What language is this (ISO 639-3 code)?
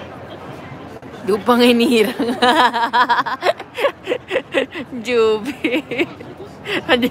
fil